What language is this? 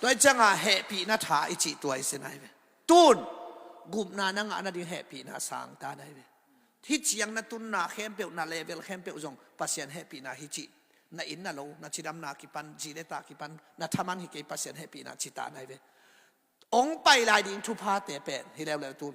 Tedim Chin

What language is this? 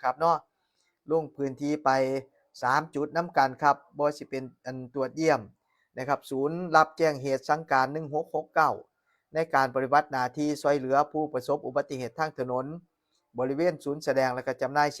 Northeastern Thai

